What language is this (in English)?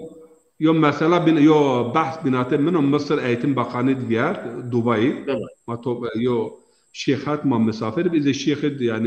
Zaza